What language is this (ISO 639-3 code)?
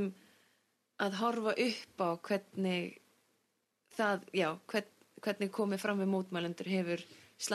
isl